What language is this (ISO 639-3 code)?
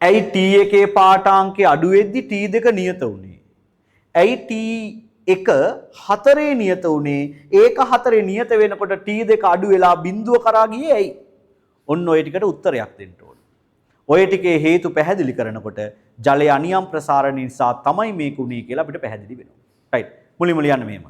sin